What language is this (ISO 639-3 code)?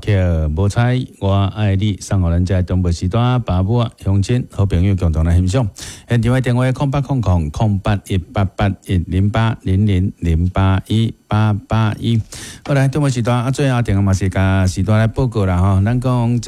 nan